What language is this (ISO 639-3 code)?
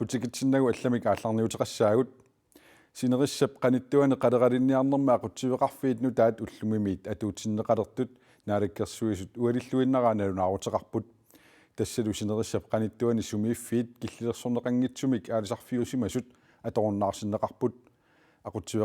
kal